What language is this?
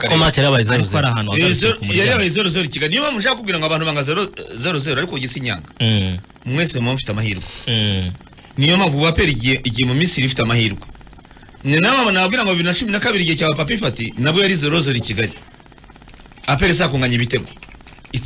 Kinyarwanda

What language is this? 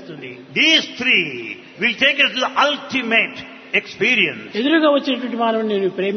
Telugu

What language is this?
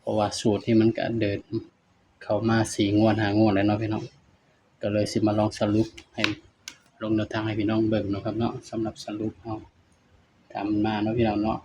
Northeastern Thai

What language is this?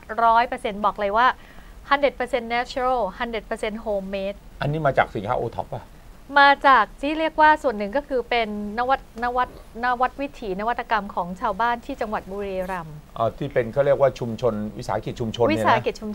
Thai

